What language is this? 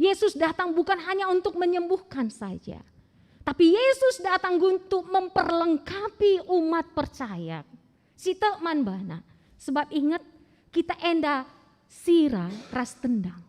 Batak Karo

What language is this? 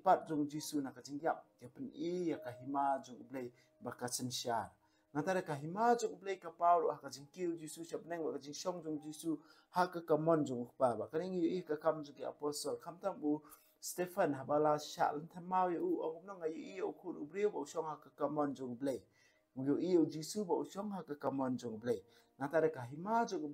Khasi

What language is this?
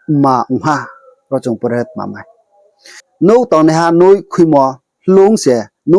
Riang (India)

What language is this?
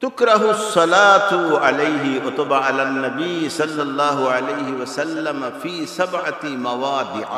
Sylheti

